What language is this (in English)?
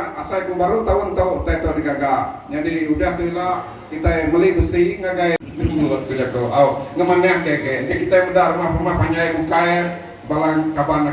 Iban